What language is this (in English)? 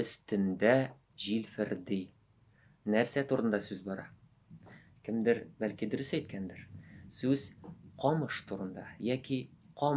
Tatar